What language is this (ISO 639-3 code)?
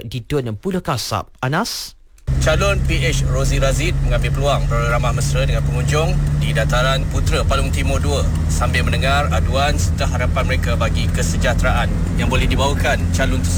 msa